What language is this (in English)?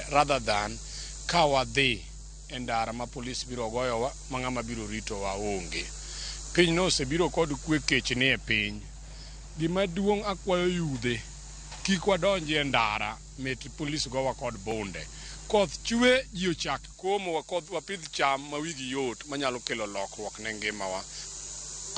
Luo (Kenya and Tanzania)